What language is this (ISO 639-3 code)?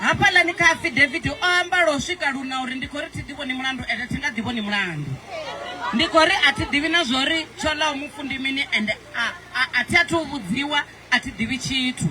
ven